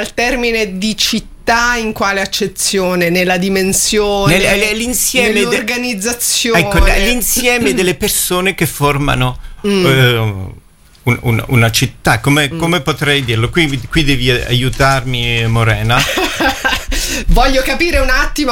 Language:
Italian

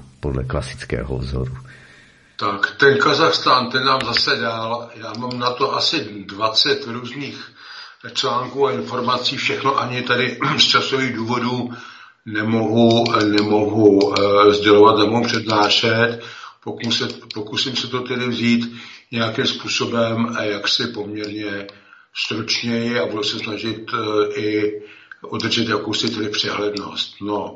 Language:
Czech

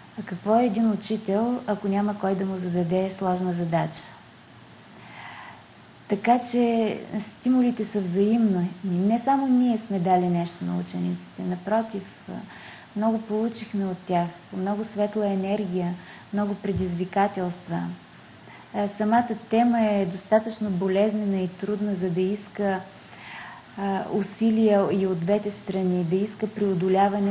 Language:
Bulgarian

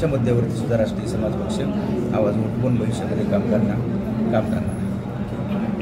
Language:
Marathi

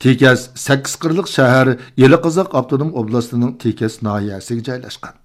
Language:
Uyghur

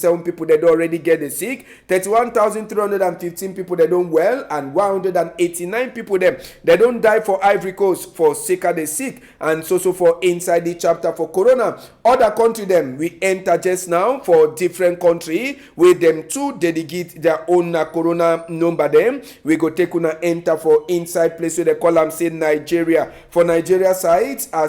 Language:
Cameroon Pidgin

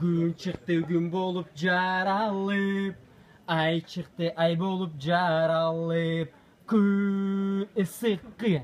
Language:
Kyrgyz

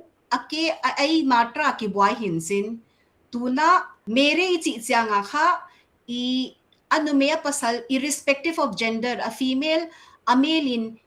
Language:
Paite Chin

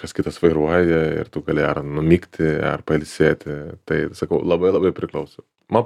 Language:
Lithuanian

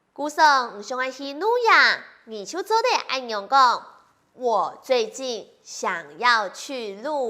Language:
Hakka Chinese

